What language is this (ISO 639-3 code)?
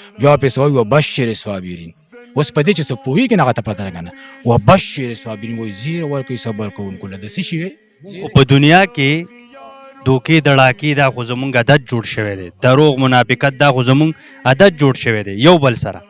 pus